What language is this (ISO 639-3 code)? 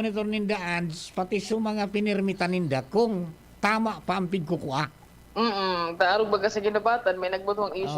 bik